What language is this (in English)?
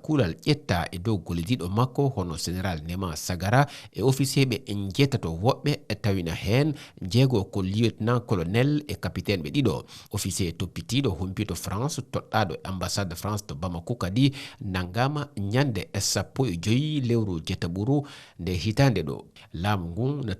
Fula